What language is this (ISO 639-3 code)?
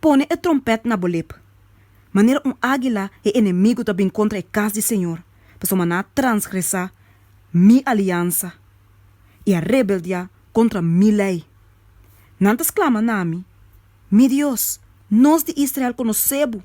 pap